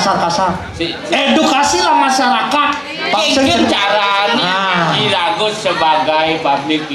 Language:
Balinese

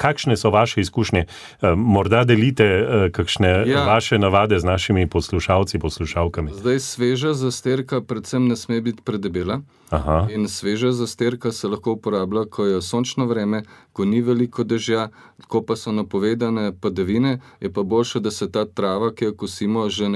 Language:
Slovenian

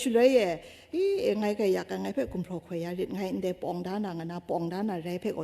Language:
Kachin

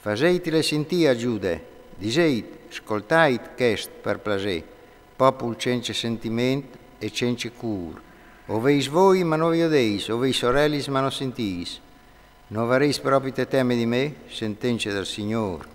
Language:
Friulian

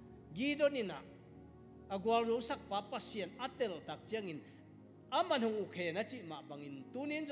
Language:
Tedim Chin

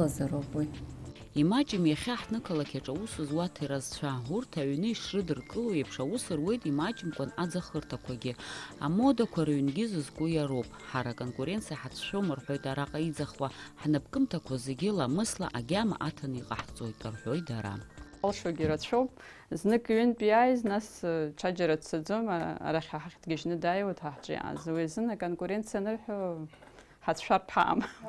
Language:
Abkhazian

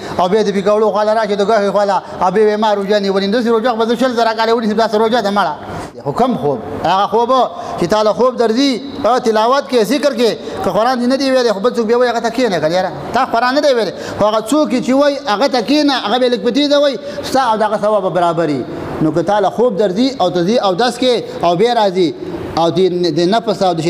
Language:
Pashto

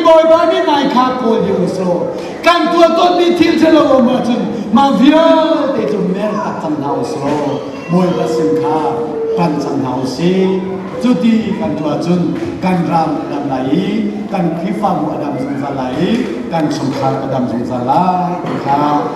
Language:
Hakha Chin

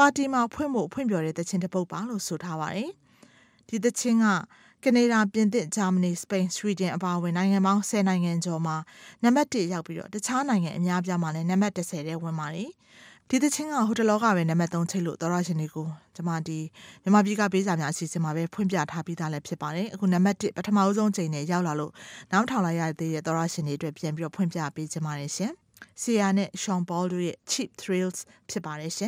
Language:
Burmese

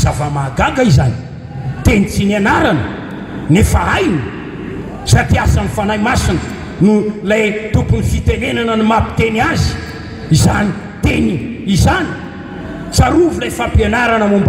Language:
Malagasy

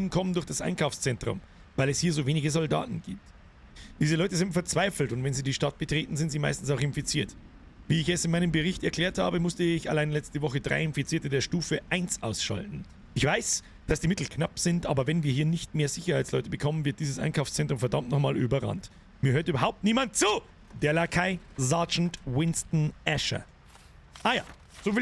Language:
Bavarian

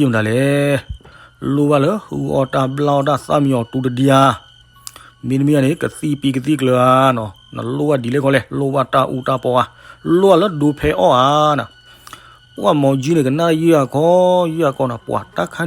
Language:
S'gaw Karen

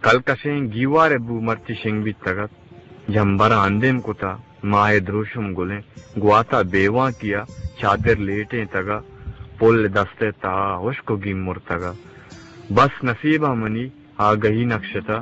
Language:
Eastern Balochi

